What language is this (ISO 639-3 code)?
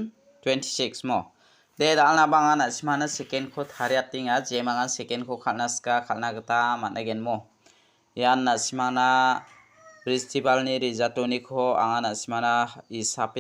grt